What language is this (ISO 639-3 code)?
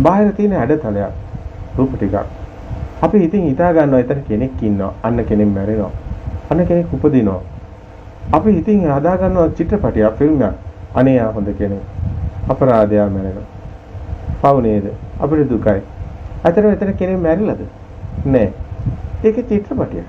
sin